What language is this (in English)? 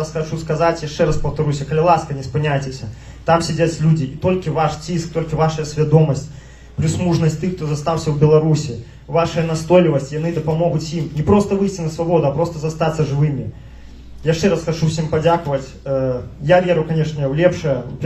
Belarusian